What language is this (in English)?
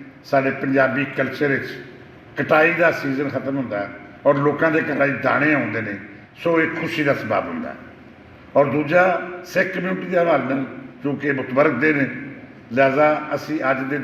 Western Panjabi